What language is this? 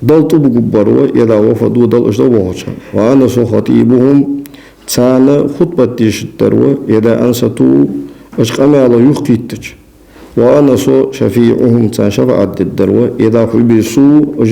Ingush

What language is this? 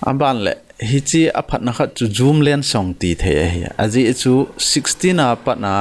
Thado Chin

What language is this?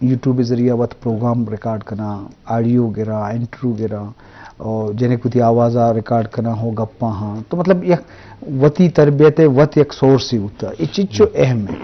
Eastern Balochi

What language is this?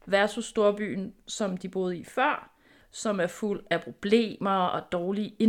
Danish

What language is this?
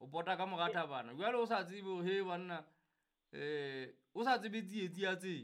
Southern Sotho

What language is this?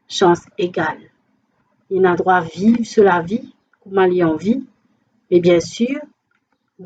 Morisyen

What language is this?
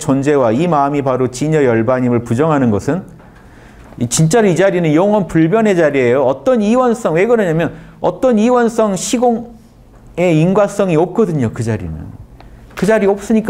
Korean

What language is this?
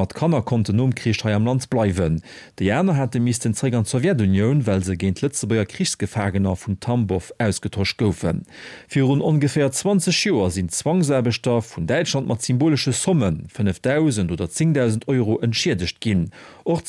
Luxembourgish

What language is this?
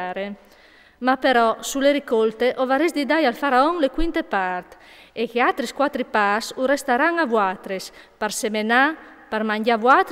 Friulian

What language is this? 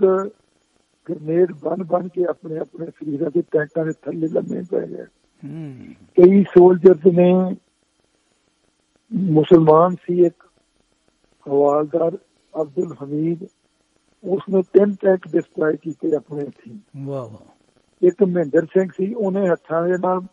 Punjabi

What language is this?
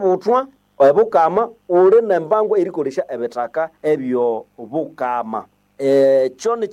Nande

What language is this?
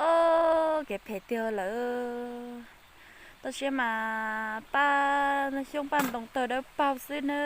Hmong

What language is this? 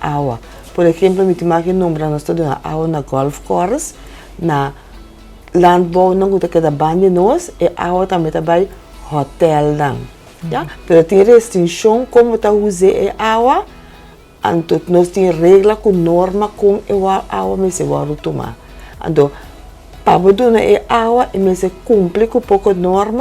Papiamento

